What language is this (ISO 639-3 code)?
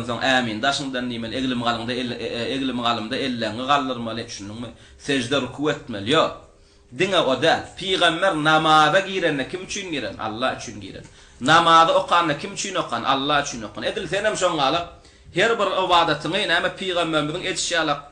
tuk